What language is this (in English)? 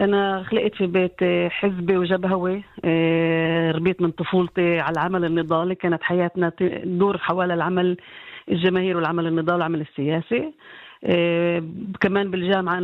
North Levantine Arabic